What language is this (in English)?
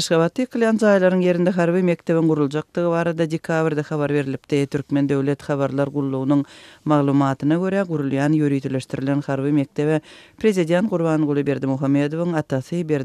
Turkmen